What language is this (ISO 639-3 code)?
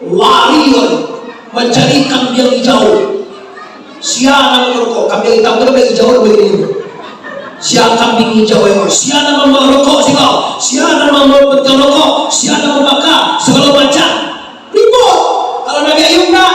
min